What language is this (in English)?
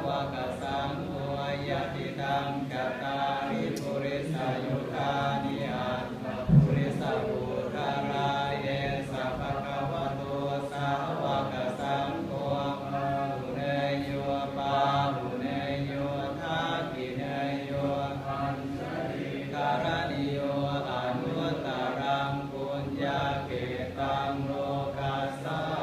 Pali